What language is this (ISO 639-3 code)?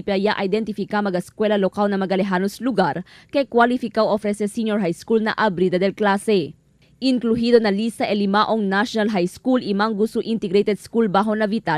cbk